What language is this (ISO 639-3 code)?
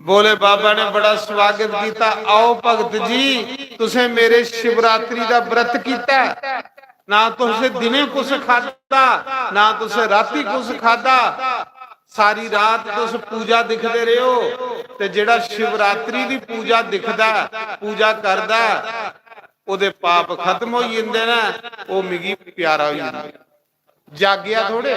doi